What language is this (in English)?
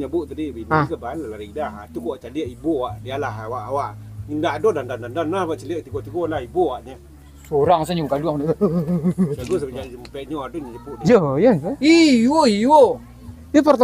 Minangkabau